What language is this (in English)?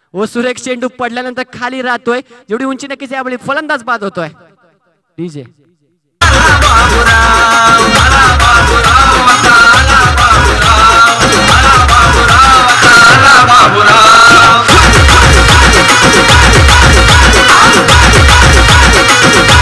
Marathi